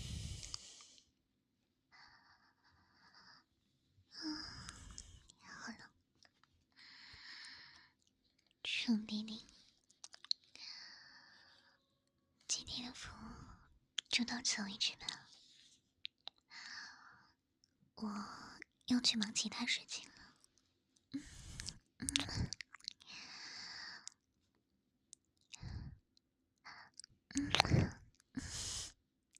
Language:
Chinese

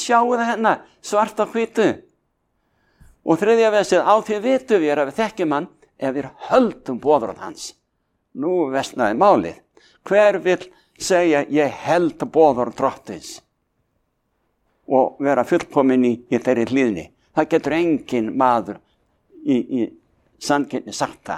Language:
Icelandic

